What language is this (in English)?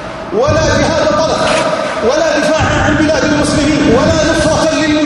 Arabic